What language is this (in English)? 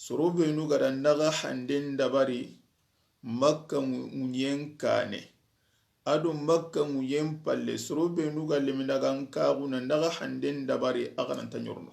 Soninke